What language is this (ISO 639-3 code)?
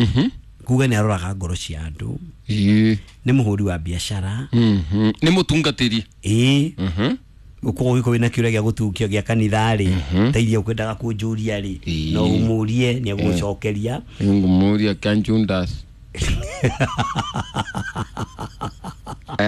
kik